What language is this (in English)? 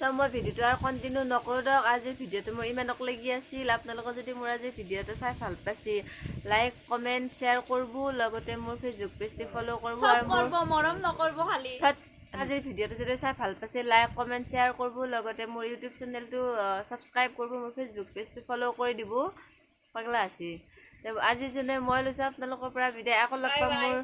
Assamese